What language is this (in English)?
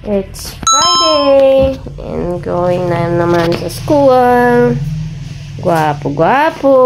Hiligaynon